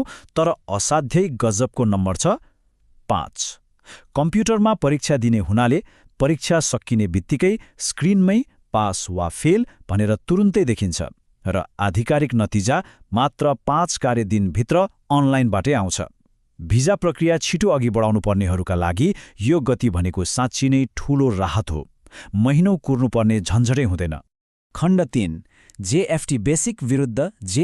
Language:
Nepali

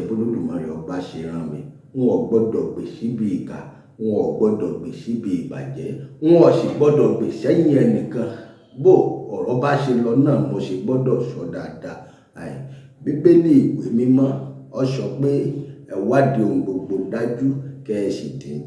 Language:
Yoruba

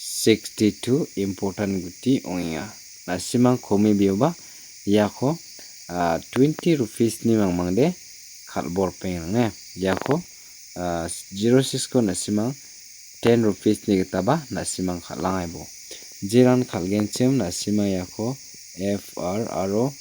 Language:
Garo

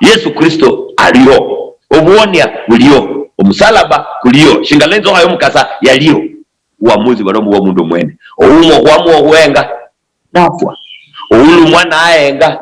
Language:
Luyia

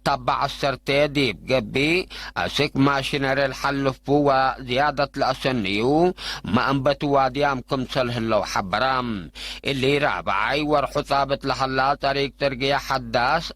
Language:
Tigre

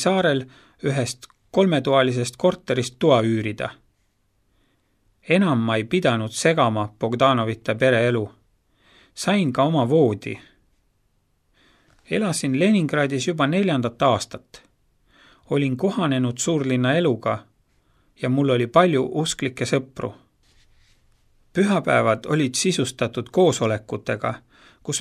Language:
Estonian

